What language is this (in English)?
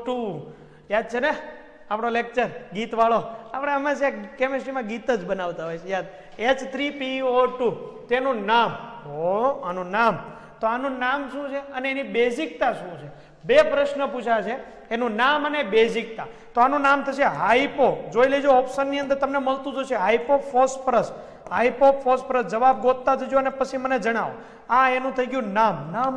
Gujarati